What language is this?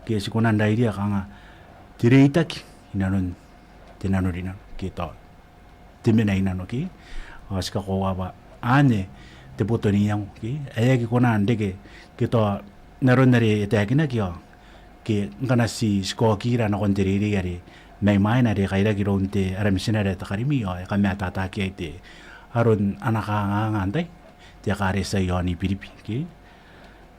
Gilbertese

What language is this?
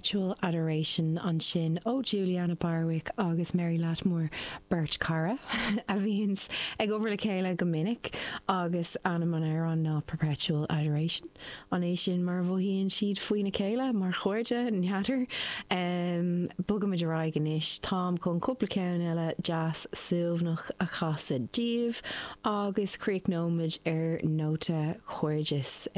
Irish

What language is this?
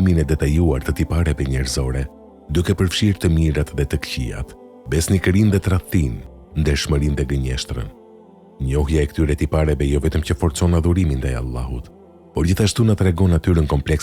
Albanian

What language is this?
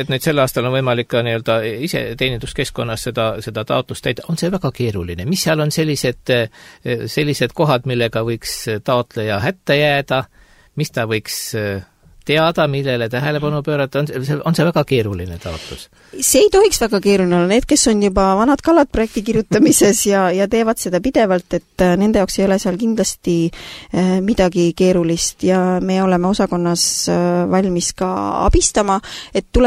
Estonian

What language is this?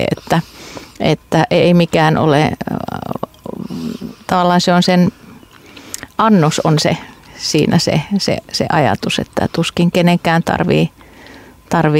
Finnish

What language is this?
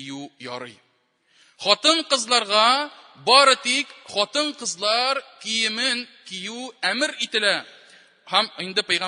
Tatar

